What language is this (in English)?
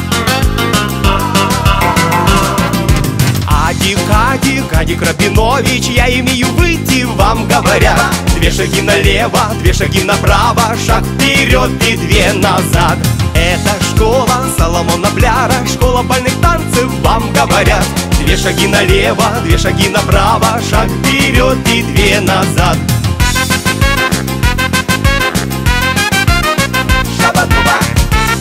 Russian